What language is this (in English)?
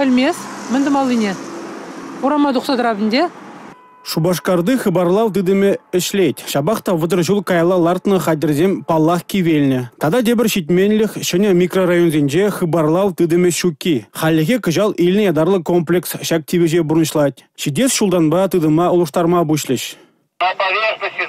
Chuvash